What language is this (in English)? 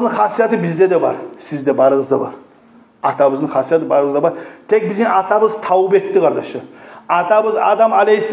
Kumyk